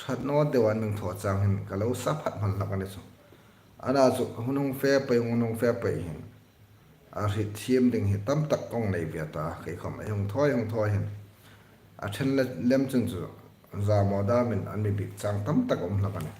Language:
Hmar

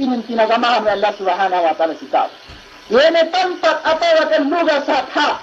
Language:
Yakan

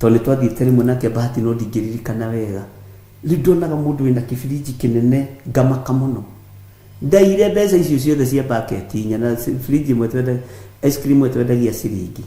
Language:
Kikuyu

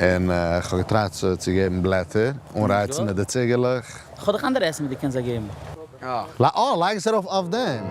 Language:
Yiddish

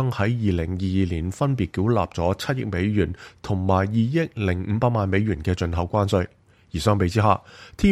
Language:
Cantonese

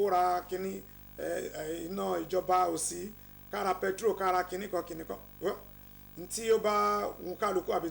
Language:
Yoruba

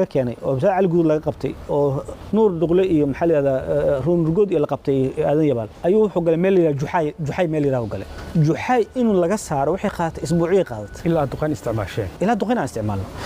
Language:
Somali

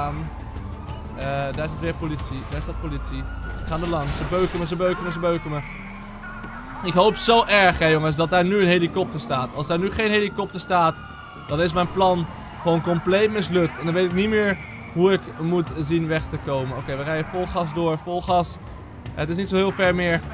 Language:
Dutch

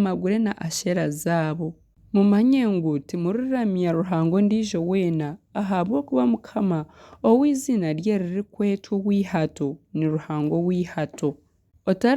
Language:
Nyankole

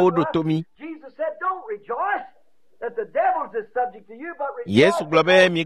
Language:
Ewe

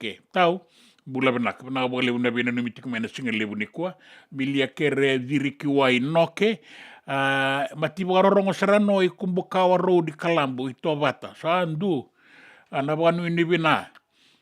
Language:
Fijian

